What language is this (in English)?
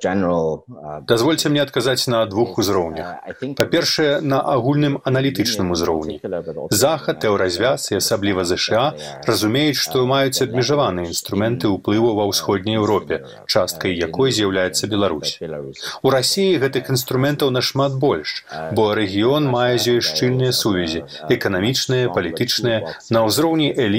Belarusian